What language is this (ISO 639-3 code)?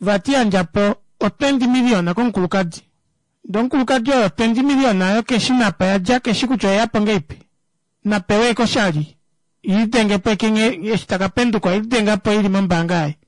kua